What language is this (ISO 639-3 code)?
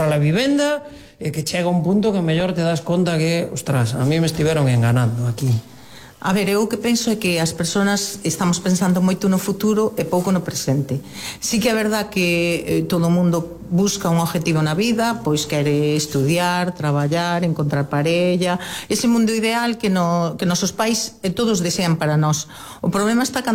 glg